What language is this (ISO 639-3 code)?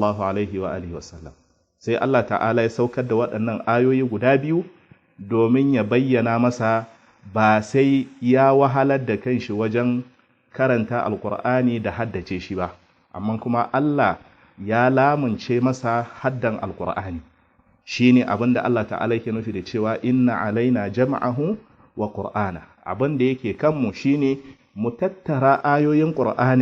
hau